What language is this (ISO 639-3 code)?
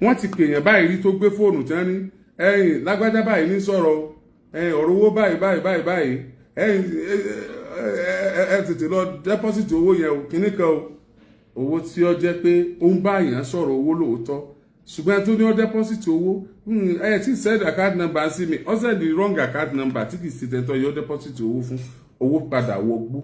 yor